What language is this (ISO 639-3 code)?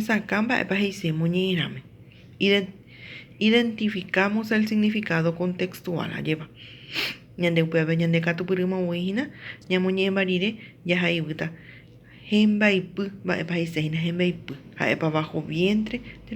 grn